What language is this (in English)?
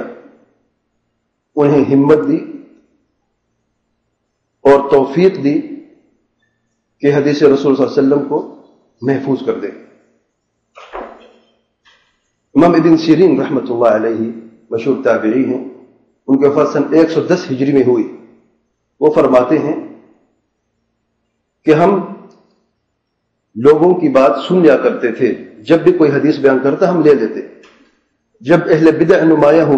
Urdu